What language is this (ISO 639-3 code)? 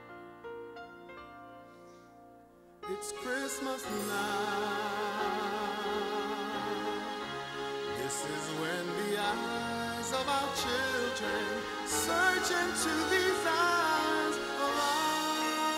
eng